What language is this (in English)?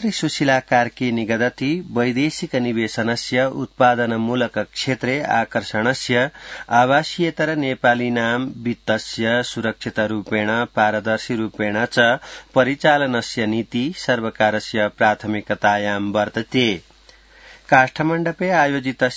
Sanskrit